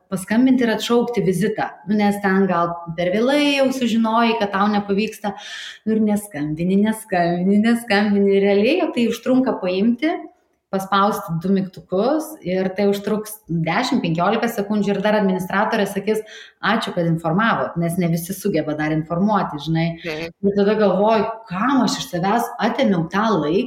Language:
Lithuanian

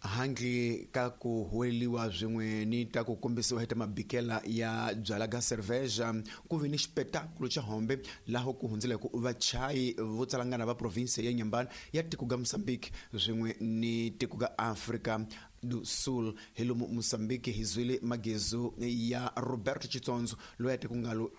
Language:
Tsonga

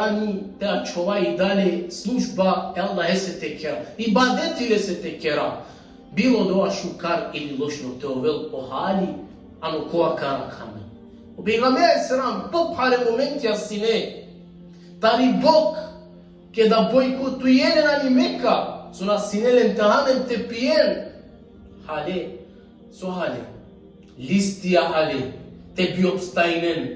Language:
Balkan Romani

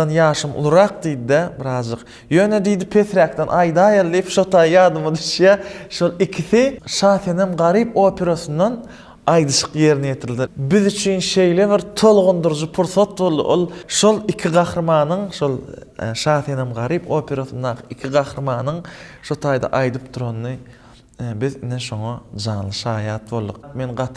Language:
Turkmen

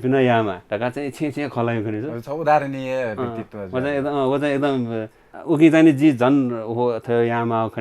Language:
Newari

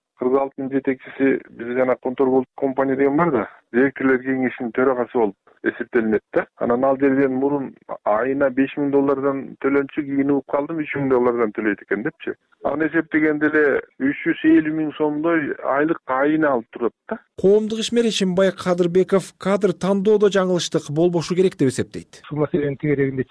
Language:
Kyrgyz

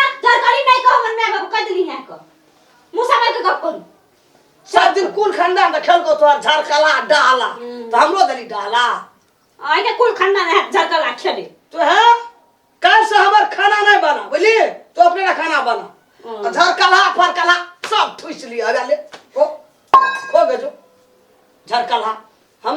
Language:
Maithili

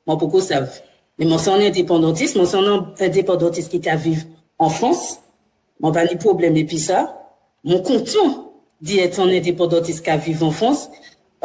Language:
Guadeloupean Creole French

